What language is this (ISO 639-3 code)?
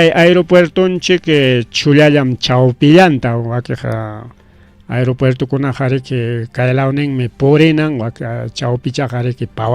quy